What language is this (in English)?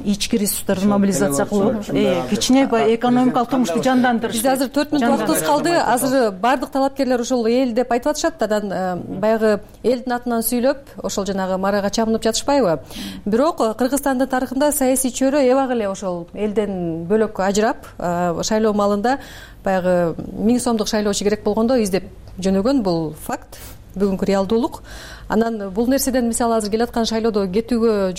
Kyrgyz